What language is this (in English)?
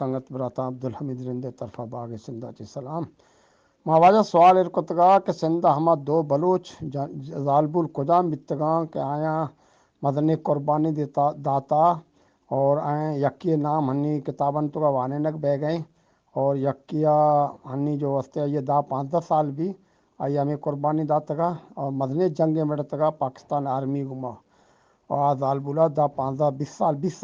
Eastern Balochi